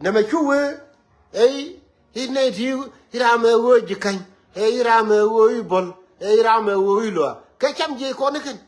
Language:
Nuer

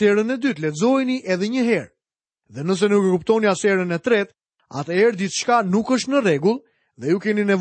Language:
Albanian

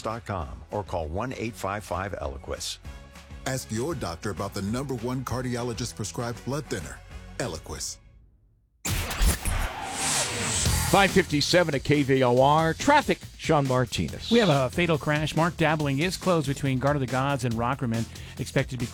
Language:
English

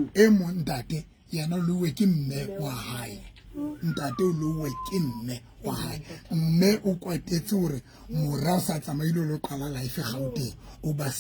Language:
Southern Sotho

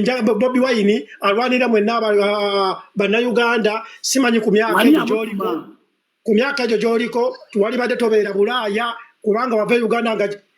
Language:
Ganda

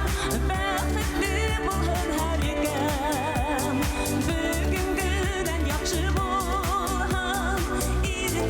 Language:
Bashkir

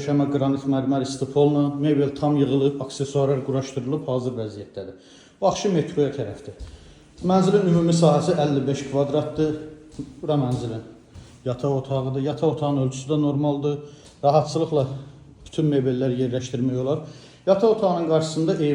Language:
Azerbaijani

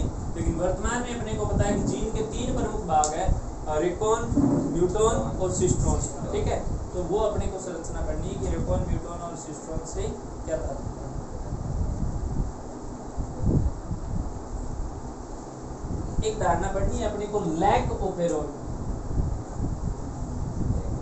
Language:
Hindi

